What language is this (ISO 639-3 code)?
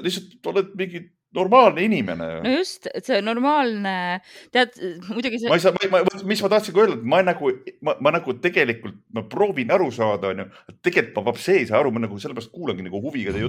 est